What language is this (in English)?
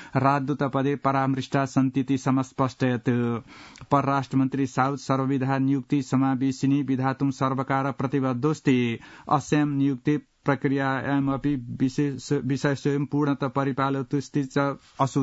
Sanskrit